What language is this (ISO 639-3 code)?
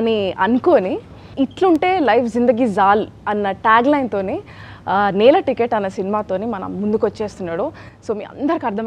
tel